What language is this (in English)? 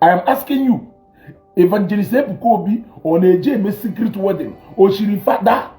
Igbo